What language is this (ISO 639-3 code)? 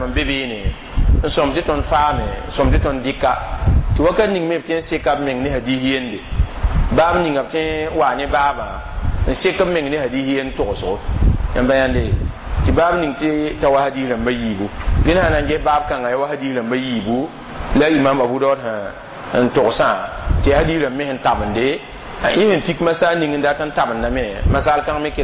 mos